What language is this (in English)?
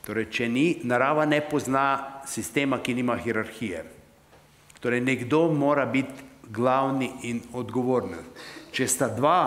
Slovenian